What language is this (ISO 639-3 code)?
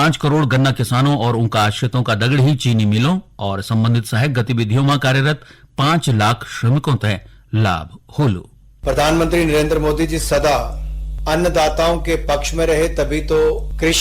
gbm